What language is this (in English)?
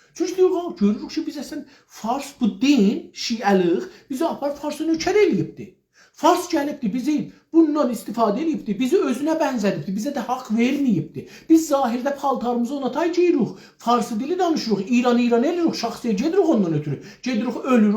South Azerbaijani